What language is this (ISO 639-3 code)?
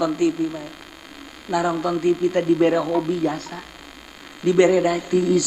sun